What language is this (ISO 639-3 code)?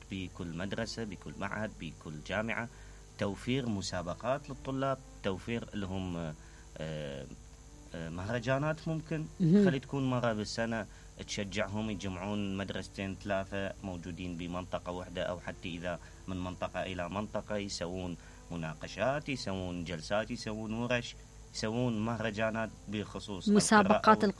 acm